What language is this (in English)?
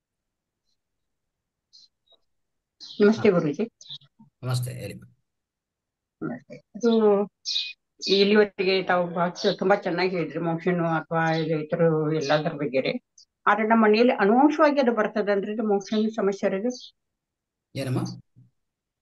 Kannada